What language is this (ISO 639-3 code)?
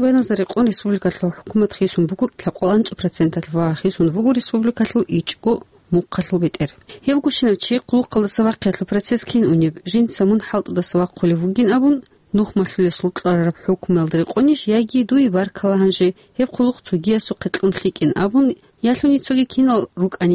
ava